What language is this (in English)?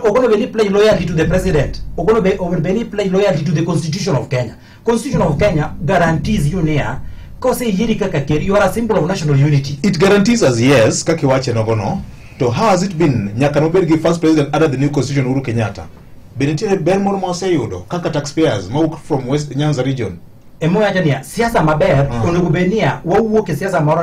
Luo (Kenya and Tanzania)